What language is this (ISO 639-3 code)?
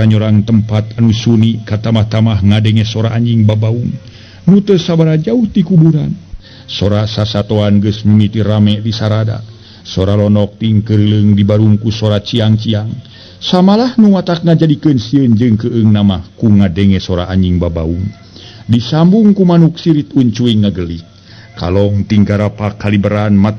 sun